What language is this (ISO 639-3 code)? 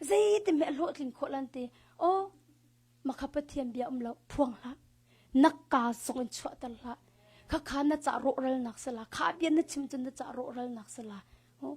cnh